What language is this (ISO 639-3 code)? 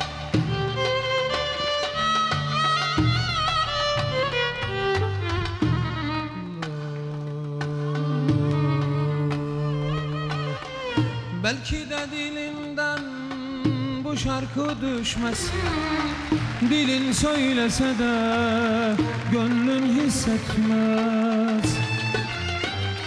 tur